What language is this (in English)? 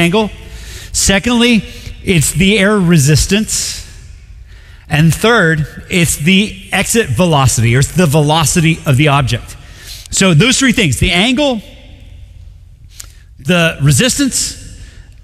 English